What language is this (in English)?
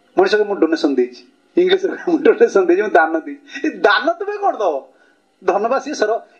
Odia